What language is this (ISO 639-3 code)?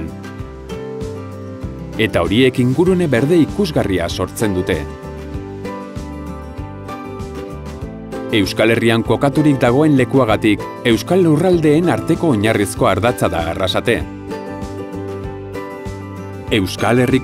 eus